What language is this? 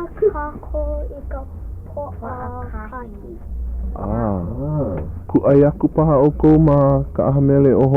Hawaiian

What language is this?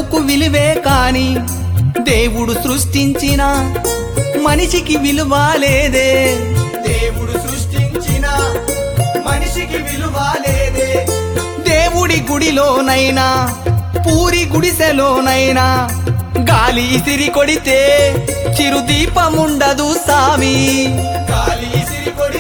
Telugu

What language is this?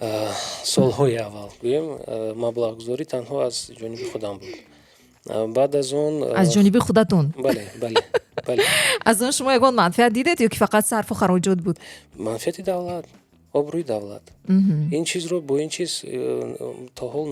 Tajik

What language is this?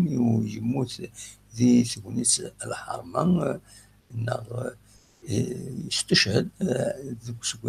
Kabyle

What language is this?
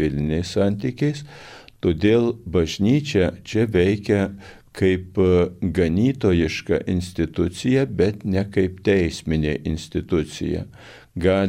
Lithuanian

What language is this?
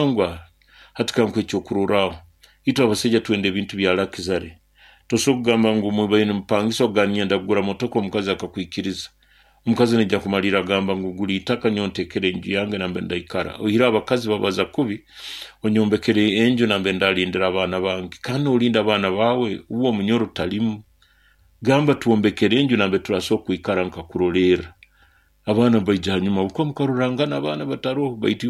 Nyoro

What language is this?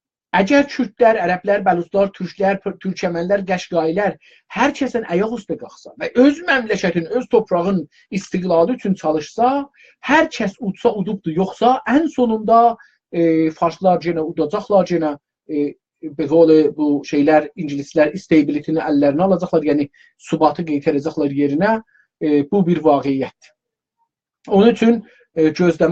South Azerbaijani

